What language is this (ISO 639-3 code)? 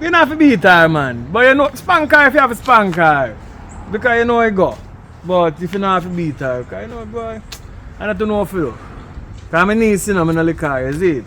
jam